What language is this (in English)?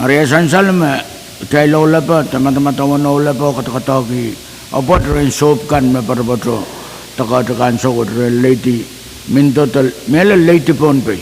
Pohnpeian